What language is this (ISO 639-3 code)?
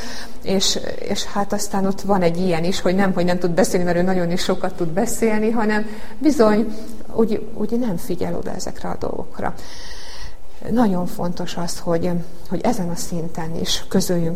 hun